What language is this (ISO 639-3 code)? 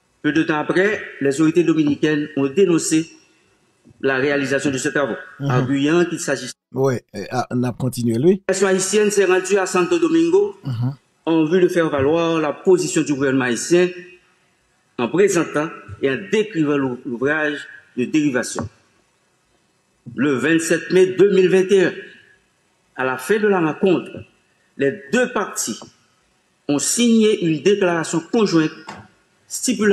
fra